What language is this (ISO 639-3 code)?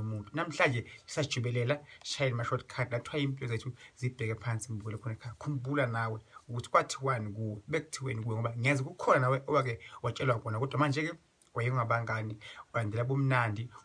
zul